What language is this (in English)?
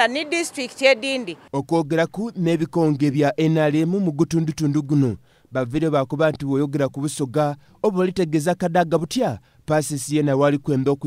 Soga